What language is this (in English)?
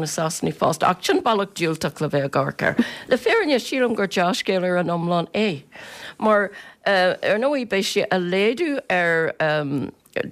Irish